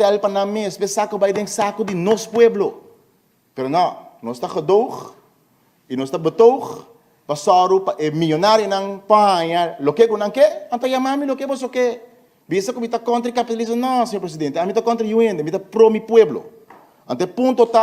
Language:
Papiamento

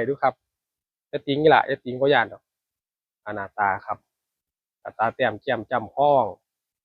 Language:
Northeastern Thai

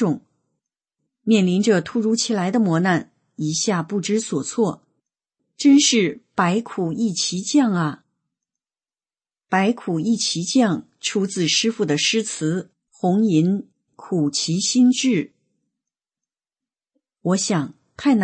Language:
Chinese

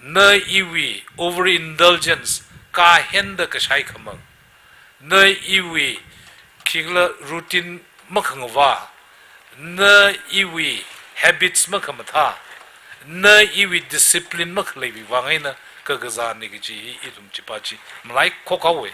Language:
Tangkhul Naga (India)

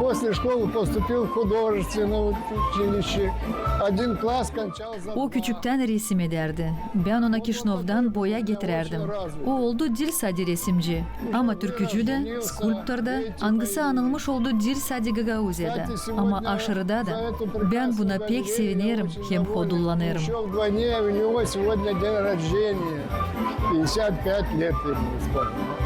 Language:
Gagauz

